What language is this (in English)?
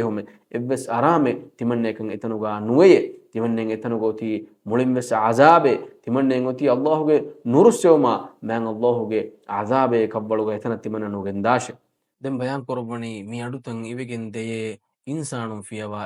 Divehi